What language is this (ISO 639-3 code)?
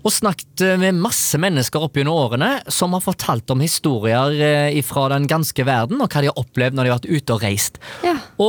nor